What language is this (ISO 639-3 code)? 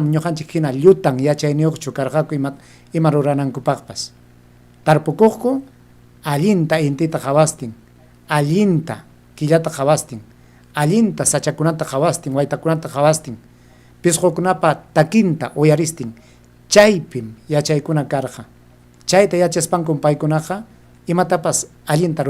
quy